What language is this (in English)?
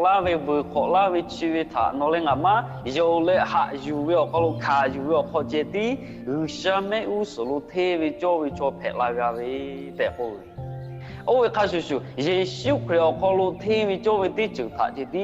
Lahu